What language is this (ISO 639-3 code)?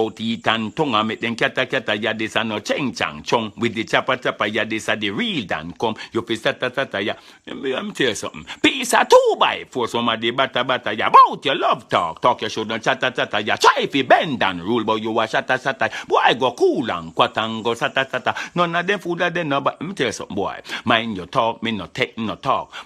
jam